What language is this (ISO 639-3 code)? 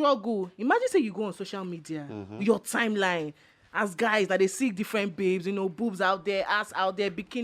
pcm